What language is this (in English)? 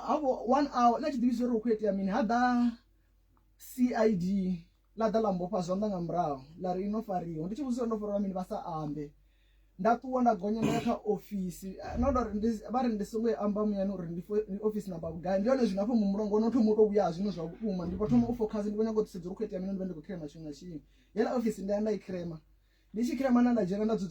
Venda